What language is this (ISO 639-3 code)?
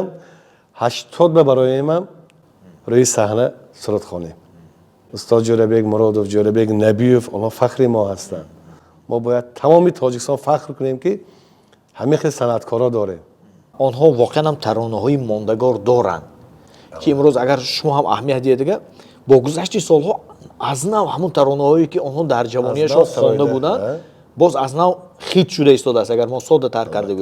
tgk